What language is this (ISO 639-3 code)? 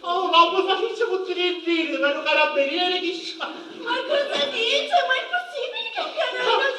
scn